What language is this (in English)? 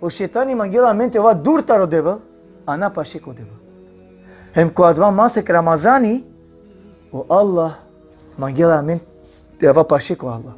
Balkan Romani